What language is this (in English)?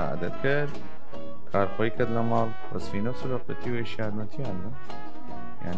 Southern Kurdish